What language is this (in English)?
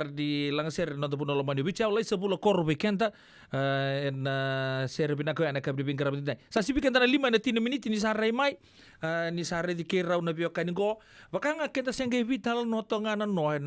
Fijian